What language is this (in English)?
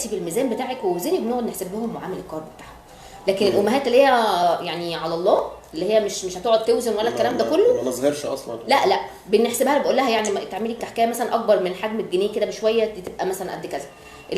Egyptian Arabic